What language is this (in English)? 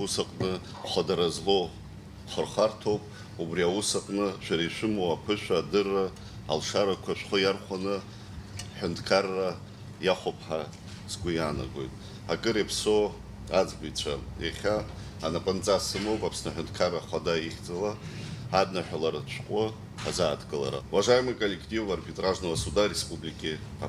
Abkhazian